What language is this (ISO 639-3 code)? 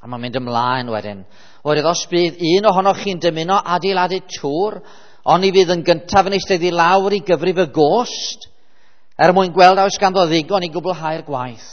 cym